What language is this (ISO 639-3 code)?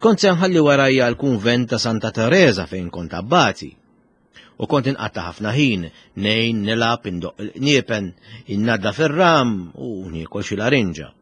mlt